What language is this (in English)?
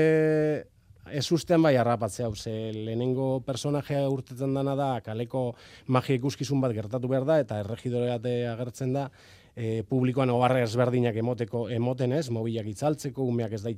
Basque